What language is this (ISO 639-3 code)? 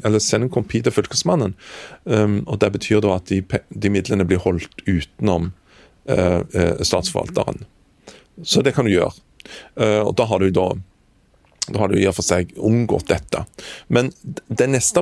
nor